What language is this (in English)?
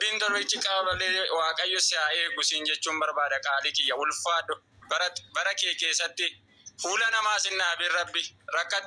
Oromo